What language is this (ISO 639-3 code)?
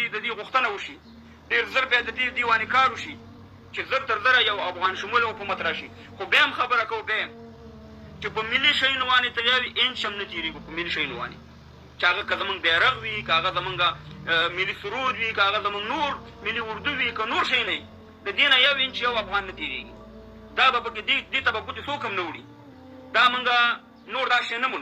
pus